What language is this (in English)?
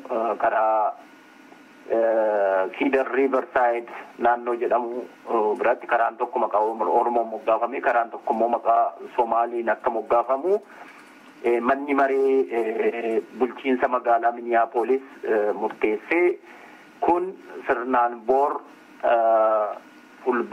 Oromo